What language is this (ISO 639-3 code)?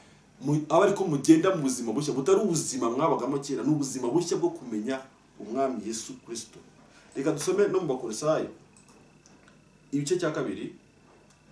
kin